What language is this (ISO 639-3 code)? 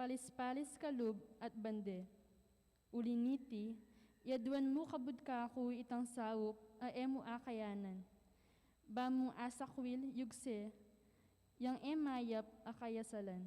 pam